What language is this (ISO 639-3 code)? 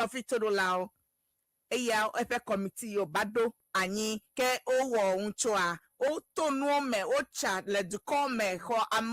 ewe